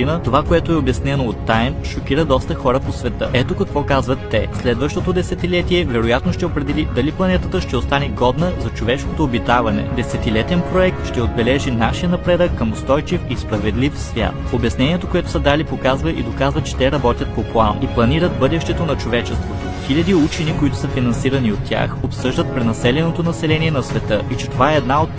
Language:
Bulgarian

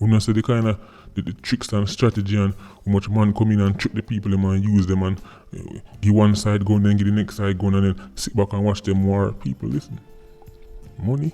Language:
Jamaican Creole English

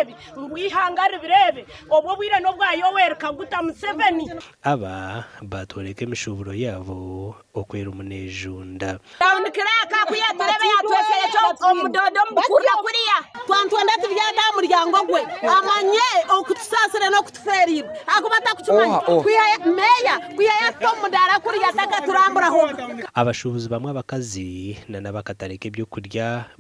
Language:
Nyankole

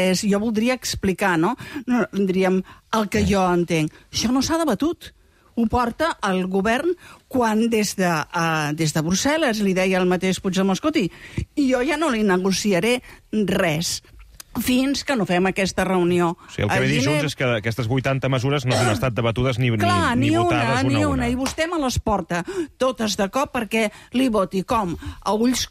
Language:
Catalan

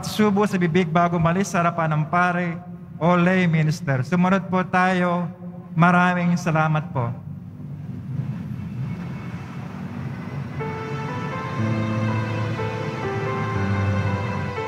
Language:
Filipino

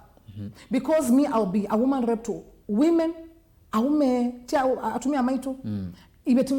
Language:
Kamba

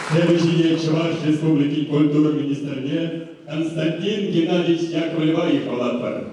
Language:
Chuvash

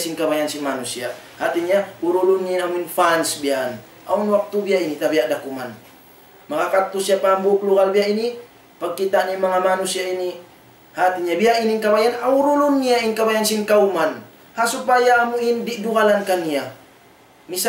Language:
Tausug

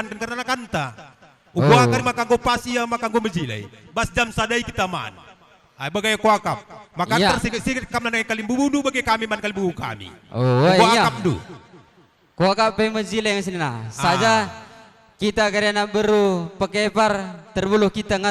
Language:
Batak Karo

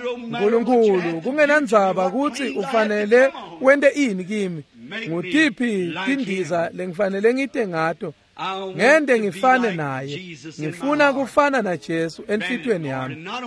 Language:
Swati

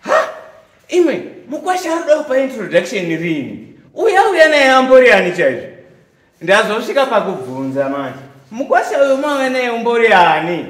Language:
Shona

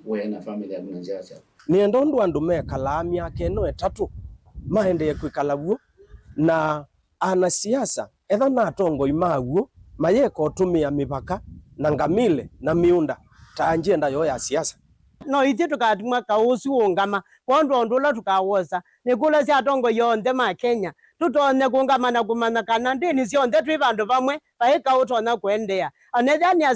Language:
Kamba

